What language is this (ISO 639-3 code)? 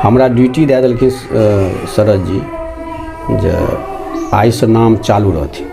mai